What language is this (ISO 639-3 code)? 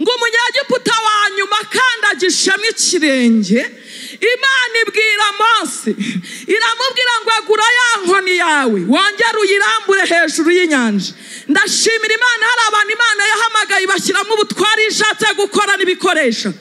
kin